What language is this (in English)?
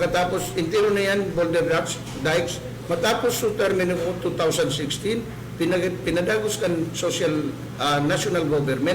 Bikol